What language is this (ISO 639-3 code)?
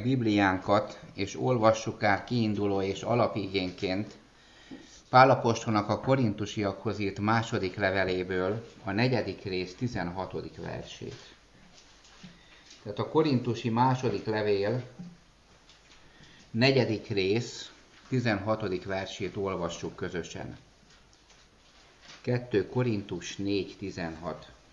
hun